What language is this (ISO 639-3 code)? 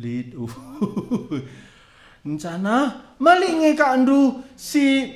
btx